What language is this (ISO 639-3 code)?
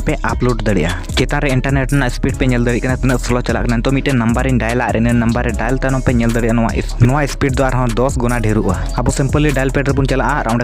sat